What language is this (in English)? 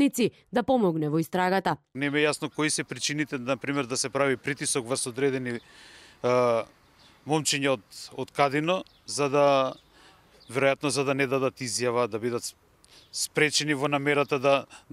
Macedonian